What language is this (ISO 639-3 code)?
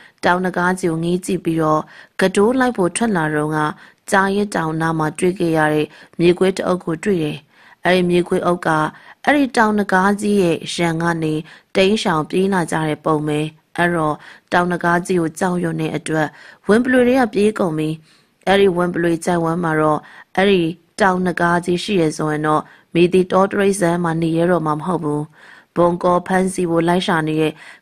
mya